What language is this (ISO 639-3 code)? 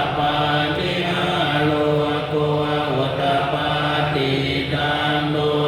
pli